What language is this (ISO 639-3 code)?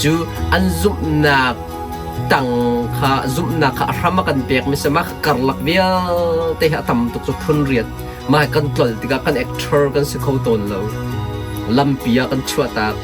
cnh